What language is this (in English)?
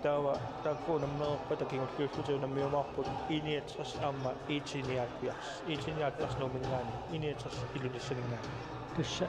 Kalaallisut